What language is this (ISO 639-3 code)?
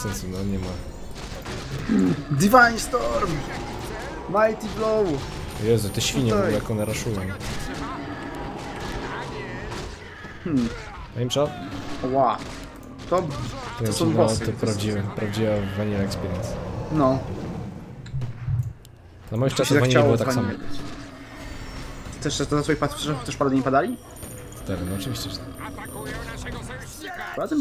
pol